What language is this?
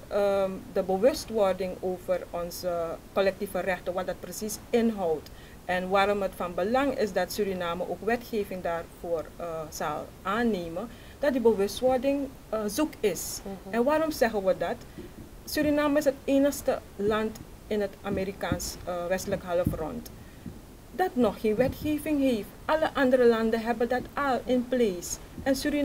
Dutch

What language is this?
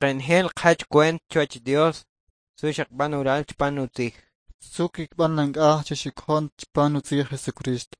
Kʼicheʼ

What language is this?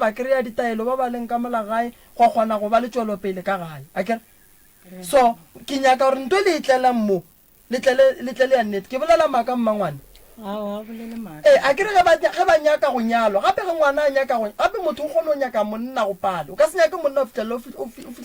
Northern Sotho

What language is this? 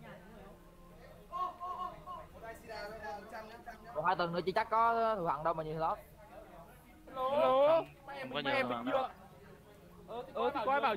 Vietnamese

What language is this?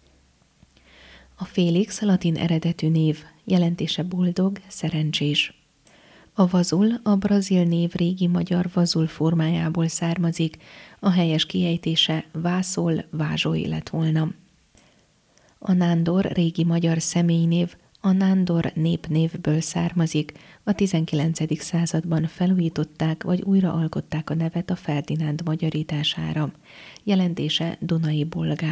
Hungarian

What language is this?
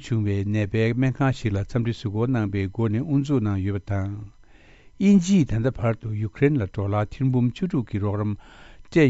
Tibetan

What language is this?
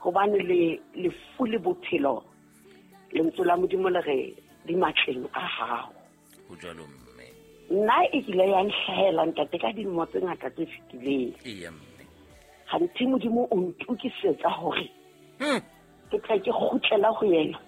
Southern Sotho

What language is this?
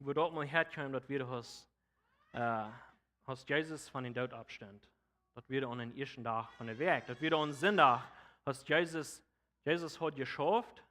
Plautdietsch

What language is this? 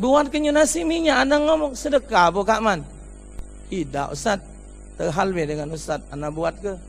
Musi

